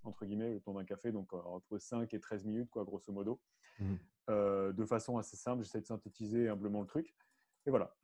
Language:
French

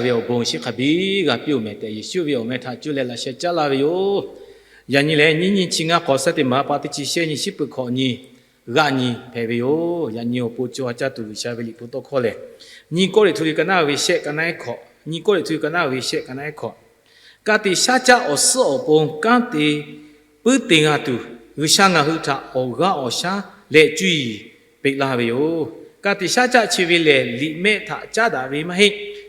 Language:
Lahu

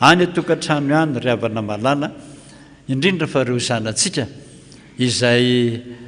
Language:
Malagasy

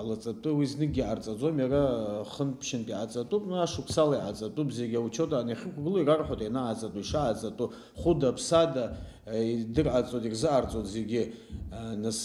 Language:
Abkhazian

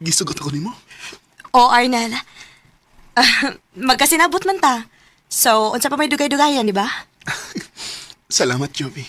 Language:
Cebuano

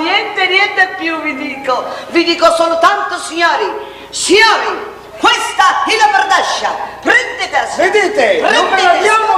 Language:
Neapolitan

